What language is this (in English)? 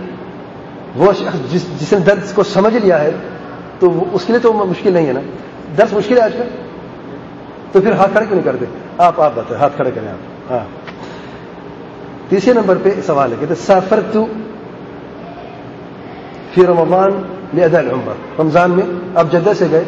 Urdu